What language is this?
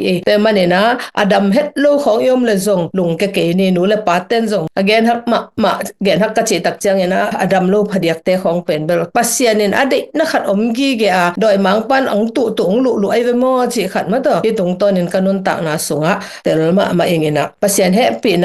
Tedim Chin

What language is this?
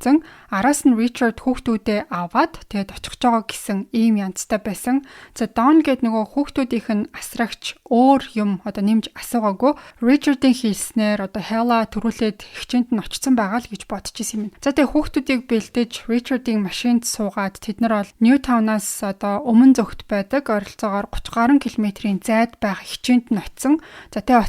Mongolian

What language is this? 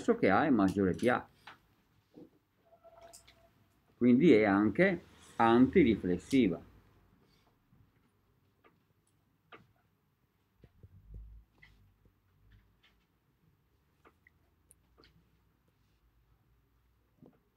Italian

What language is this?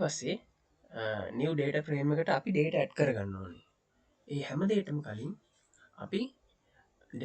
Sinhala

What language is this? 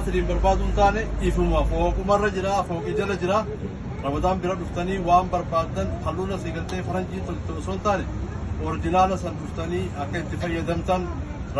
Oromo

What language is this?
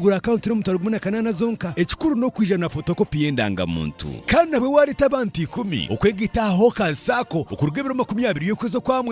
Nyankole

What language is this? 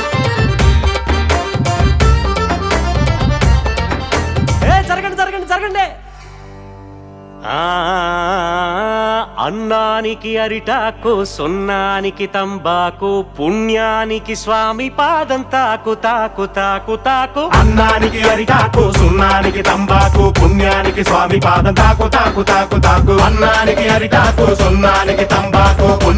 Telugu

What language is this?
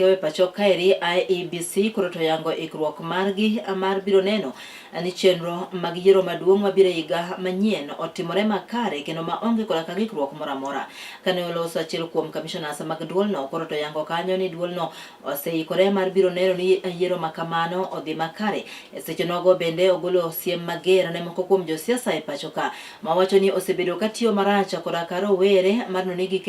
Luo (Kenya and Tanzania)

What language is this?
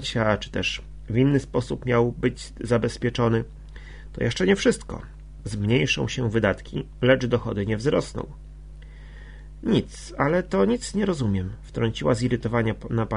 Polish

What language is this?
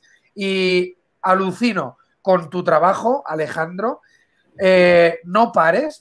Spanish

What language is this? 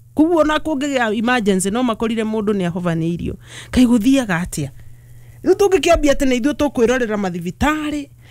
Kikuyu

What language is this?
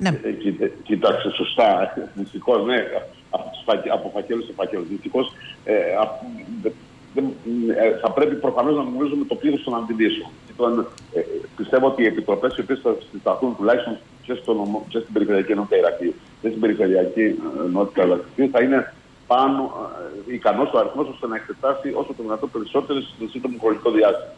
Greek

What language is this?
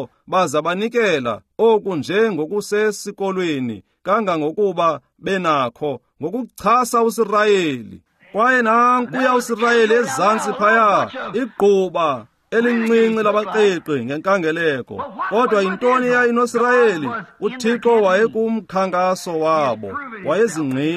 Xhosa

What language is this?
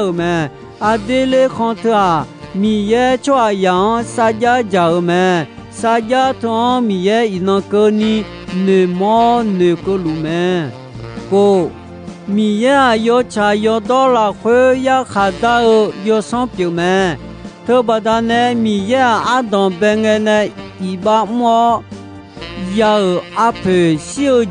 Akha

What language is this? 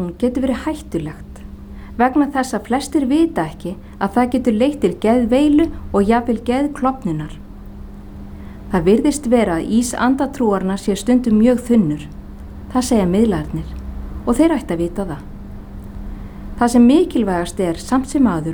Icelandic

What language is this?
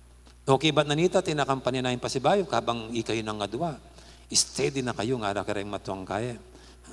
Pampanga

